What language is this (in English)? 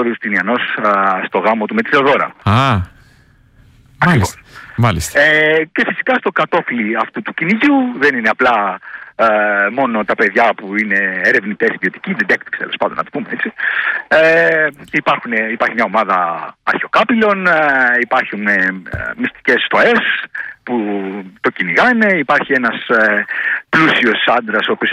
Greek